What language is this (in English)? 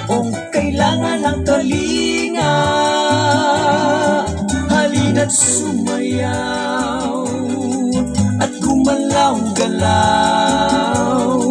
Filipino